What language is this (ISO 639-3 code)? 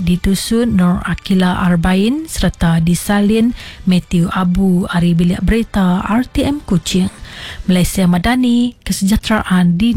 iba